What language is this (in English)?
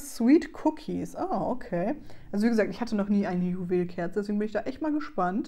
German